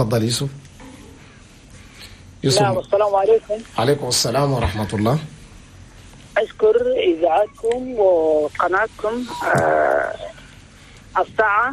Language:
Arabic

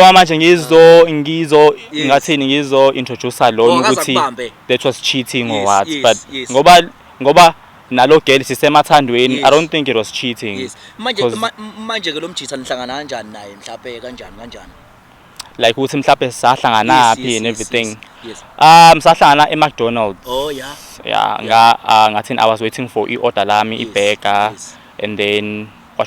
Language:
Zulu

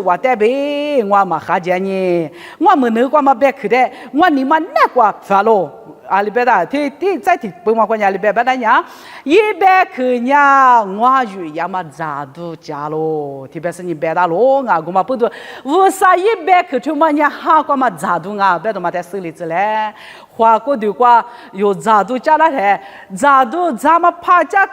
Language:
Lisu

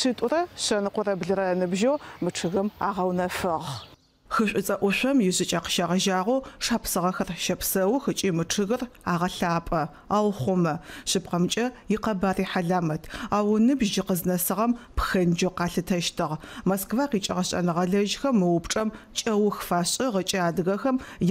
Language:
Adyghe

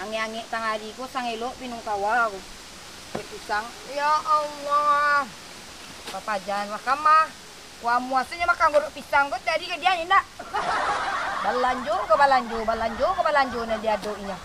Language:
Minangkabau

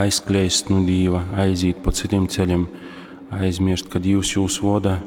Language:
Latgalian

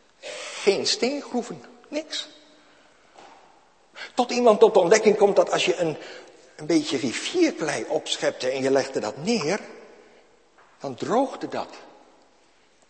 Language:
Dutch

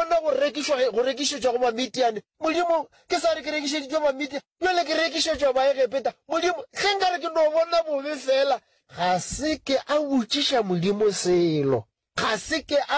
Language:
Northern Sotho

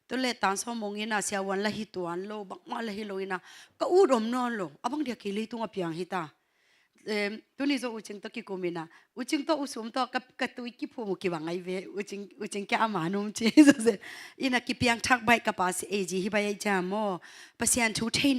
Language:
Tedim Chin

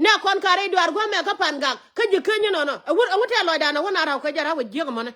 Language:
Nuer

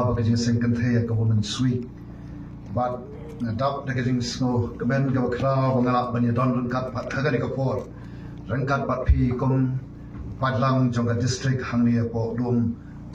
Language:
Khasi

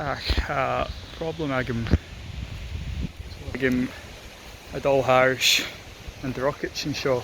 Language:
Scottish Gaelic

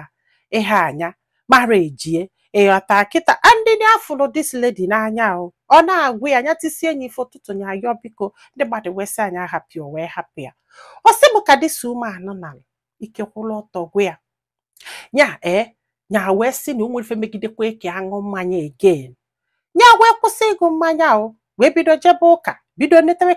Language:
Igbo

